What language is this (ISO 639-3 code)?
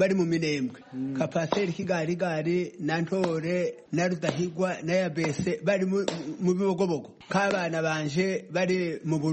kin